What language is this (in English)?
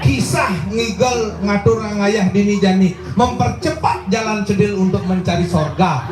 Balinese